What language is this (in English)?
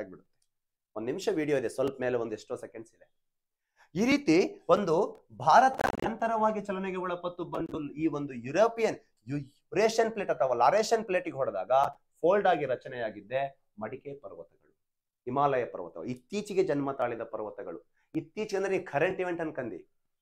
Kannada